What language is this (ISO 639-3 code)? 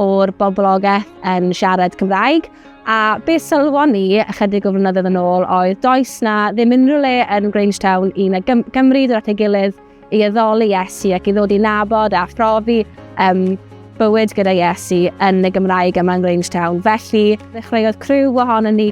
cym